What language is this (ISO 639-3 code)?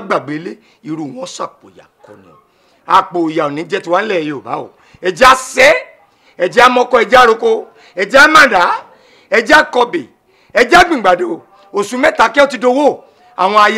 yor